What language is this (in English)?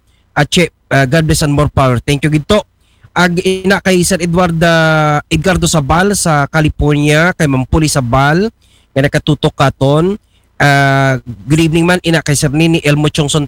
Aklanon